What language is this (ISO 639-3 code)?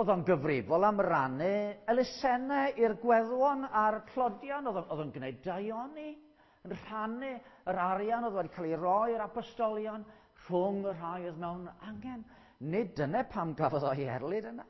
cym